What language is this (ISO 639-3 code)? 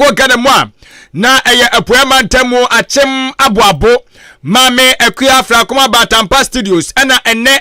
aka